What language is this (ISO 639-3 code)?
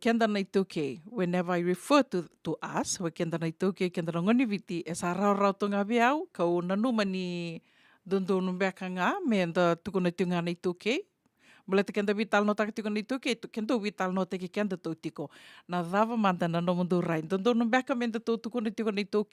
fij